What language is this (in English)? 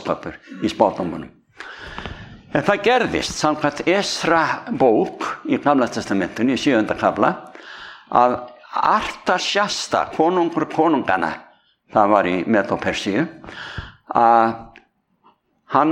Icelandic